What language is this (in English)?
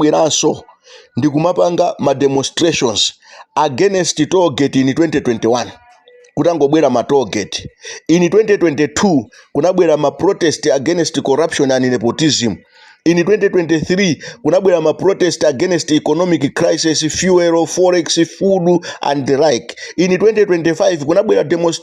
Nyanja